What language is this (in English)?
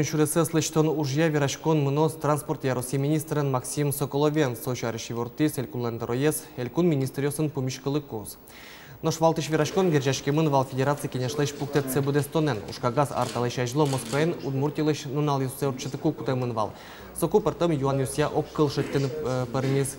Udmurt